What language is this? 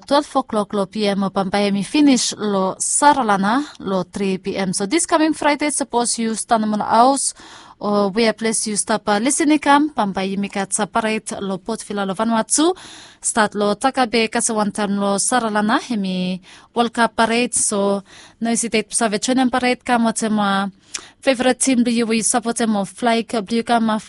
Bislama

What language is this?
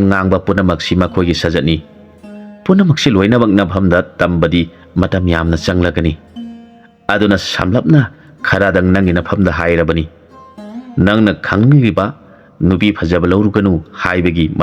Manipuri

